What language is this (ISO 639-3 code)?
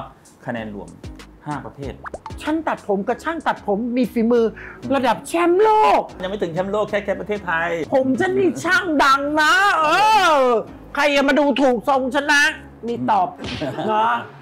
tha